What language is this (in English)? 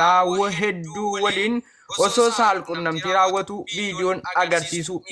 Oromo